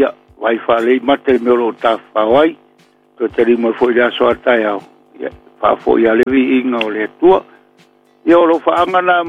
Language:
Samoan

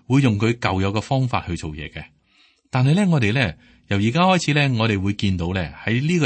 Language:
Cantonese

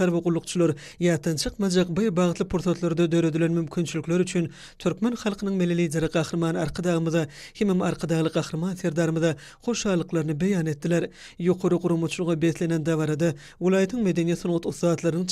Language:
Turkmen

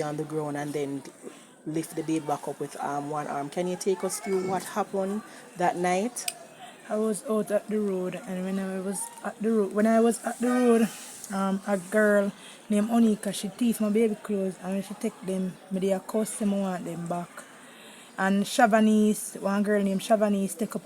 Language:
Jamaican Creole English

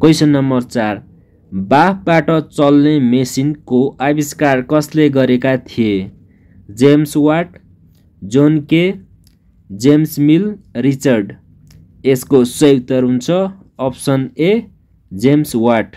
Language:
Nepali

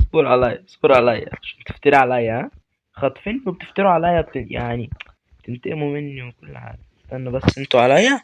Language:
Egyptian Arabic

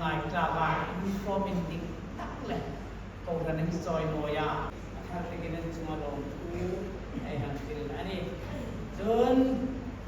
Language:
Hmar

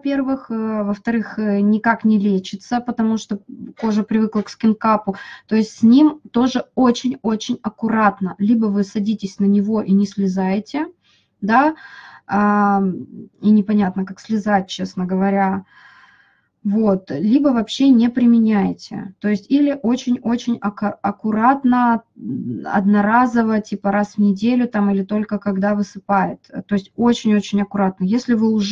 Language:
Russian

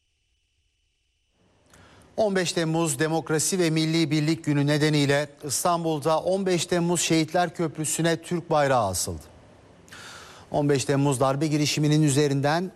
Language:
Turkish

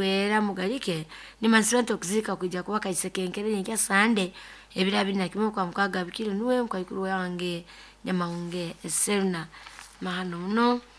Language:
Nyoro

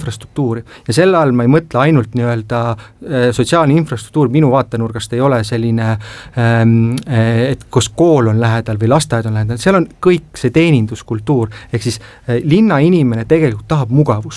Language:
Estonian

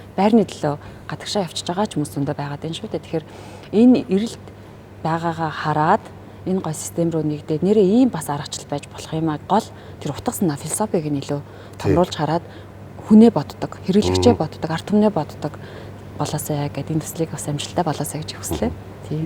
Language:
Mongolian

